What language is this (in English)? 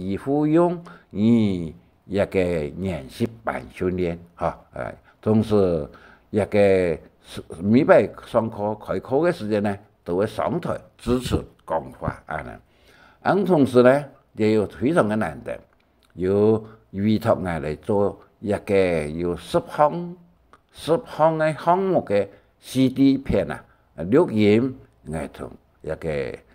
Hakka Chinese